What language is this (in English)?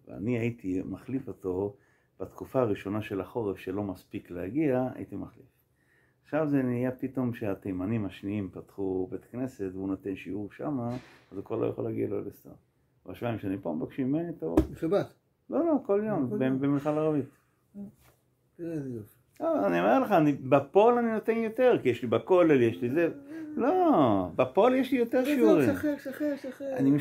Hebrew